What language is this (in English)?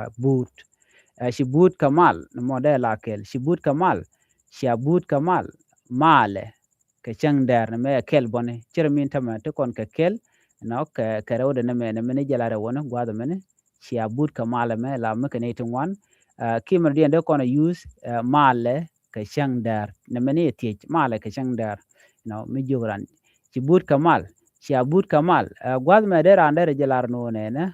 Nuer